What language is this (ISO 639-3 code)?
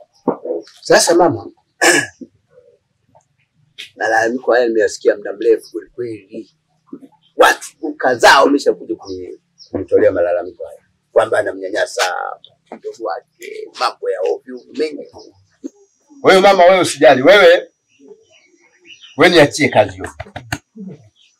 swa